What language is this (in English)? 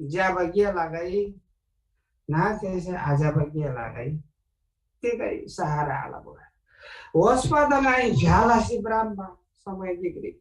Eastern Tamang